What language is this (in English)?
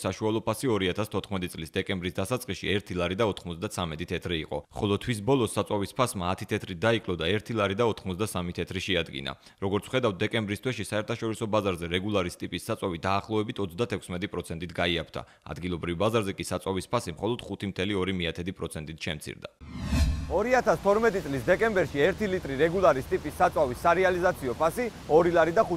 Georgian